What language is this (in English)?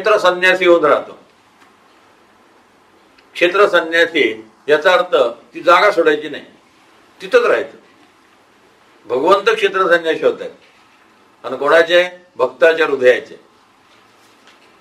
Marathi